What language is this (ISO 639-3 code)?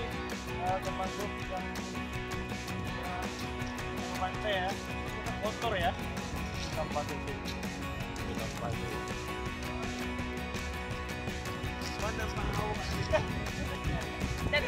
ind